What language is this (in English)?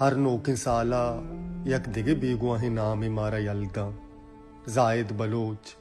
Baluchi